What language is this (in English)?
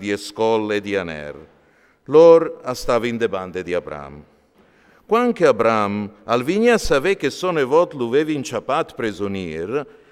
Friulian